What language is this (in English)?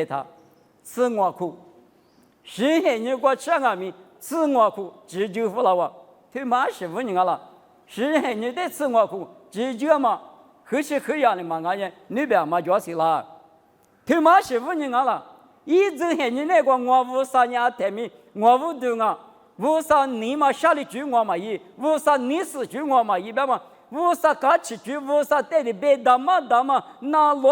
Lisu